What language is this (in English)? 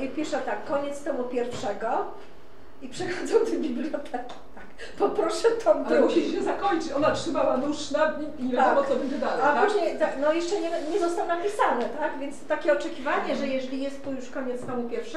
Polish